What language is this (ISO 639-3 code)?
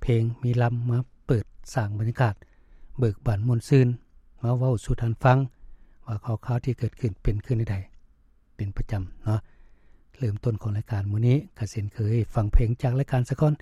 lao